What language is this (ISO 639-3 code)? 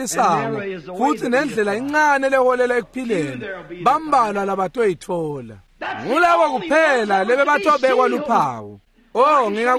ssw